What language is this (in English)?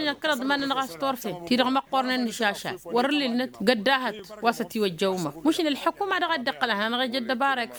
Tamasheq